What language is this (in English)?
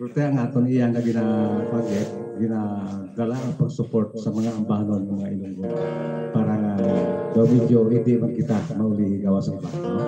Hiligaynon